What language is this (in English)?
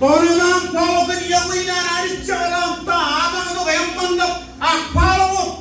Marshallese